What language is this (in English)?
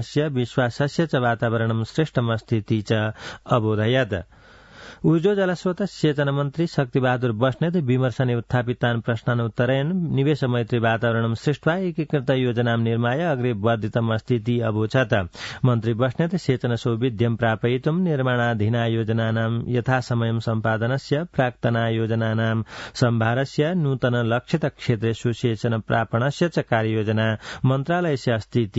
Sanskrit